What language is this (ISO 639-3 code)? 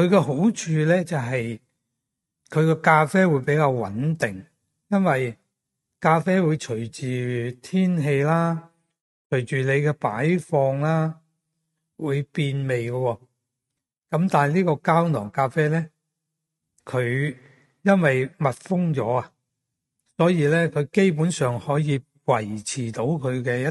yue